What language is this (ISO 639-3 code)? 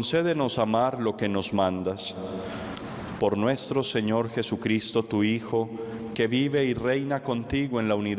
spa